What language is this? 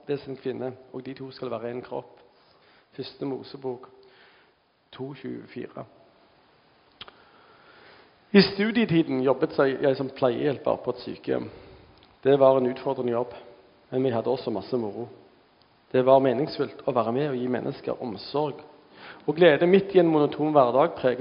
Norwegian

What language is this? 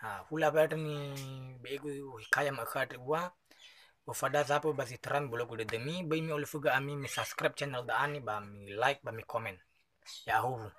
Nias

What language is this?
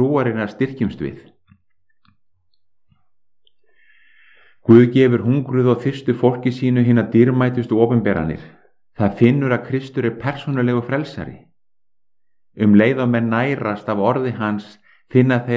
Icelandic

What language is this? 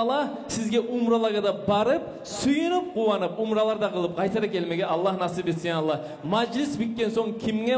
Kumyk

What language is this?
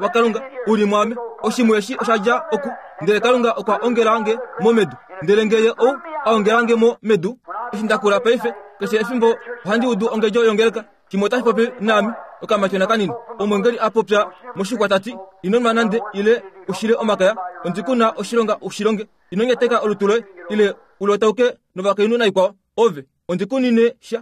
Kuanyama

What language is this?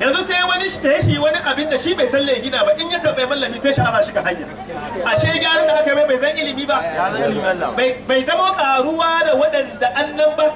Hausa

